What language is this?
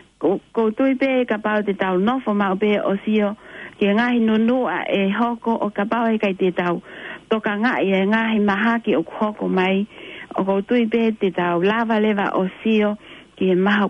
Tongan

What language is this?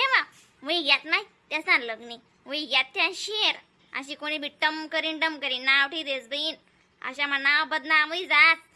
Khandesi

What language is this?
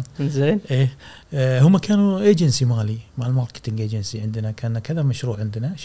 Gulf Arabic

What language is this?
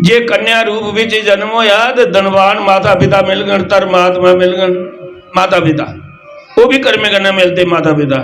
Dogri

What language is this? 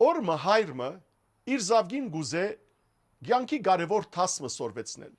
Western Armenian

